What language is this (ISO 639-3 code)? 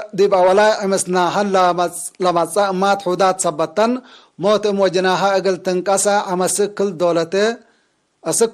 tig